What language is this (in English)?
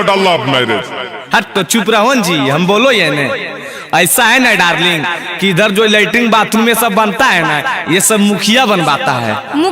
Magahi